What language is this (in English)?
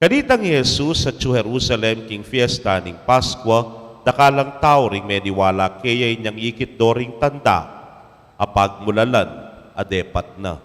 Pampanga